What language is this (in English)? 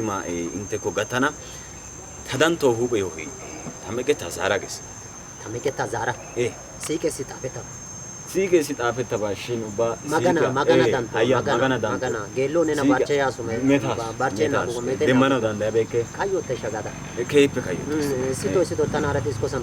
Wolaytta